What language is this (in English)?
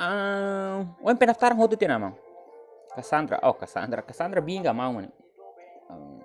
Tetum